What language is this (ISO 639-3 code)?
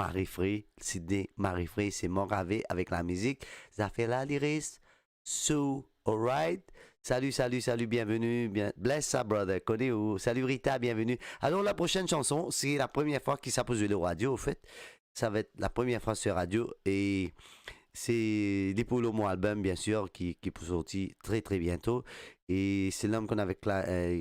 mfe